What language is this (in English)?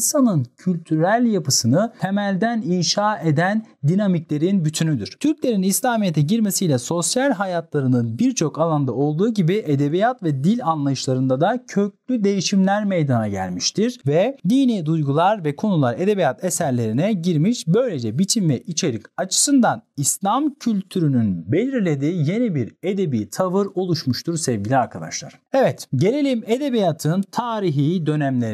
Turkish